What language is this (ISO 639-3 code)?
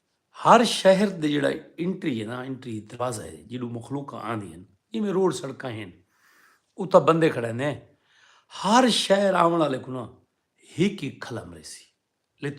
skr